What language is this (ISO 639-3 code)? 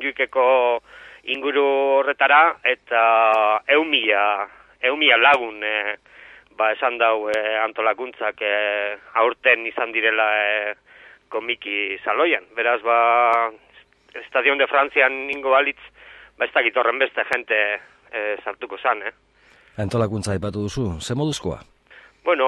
eus